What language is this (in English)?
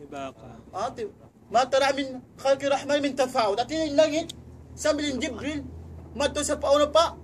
Tausug